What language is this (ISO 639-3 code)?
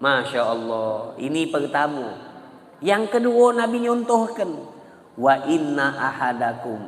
mui